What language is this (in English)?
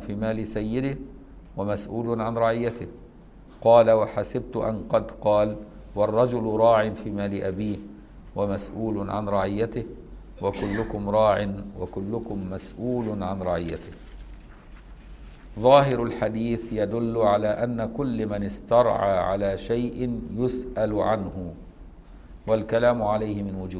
Arabic